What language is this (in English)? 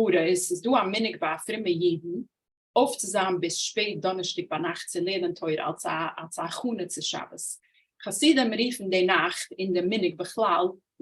Yiddish